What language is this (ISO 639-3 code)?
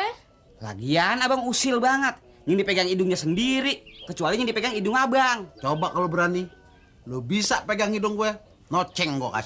bew